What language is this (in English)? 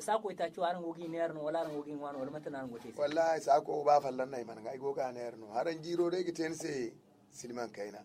Zarma